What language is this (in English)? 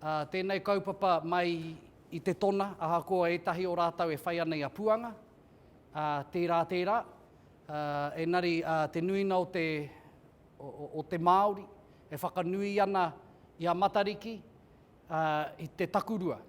Māori